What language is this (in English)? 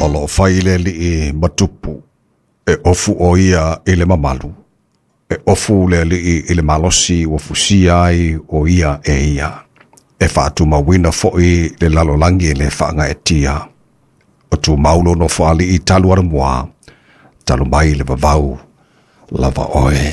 Samoan